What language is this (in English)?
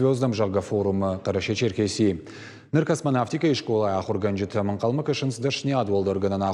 Ossetic